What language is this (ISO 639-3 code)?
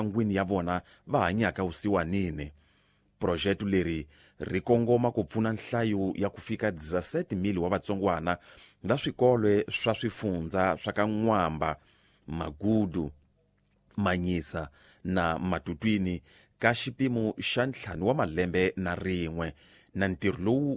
tso